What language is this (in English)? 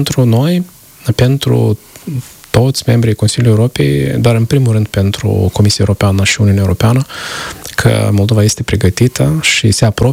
Romanian